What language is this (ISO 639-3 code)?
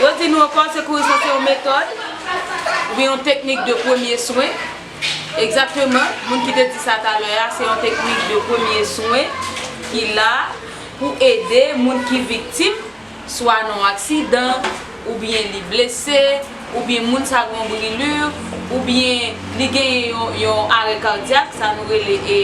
hat